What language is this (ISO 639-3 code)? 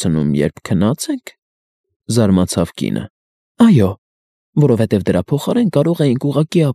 hye